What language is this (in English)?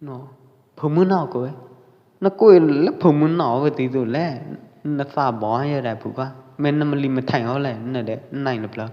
Pwo Eastern Karen